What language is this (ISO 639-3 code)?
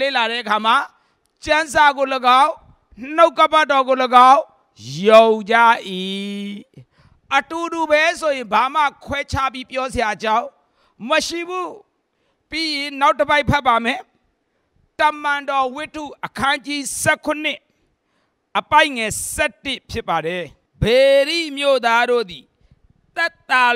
mya